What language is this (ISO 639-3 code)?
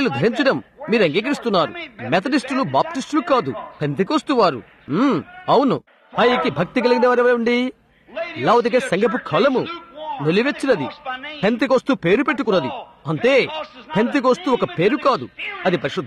tel